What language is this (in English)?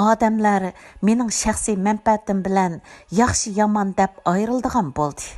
Uyghur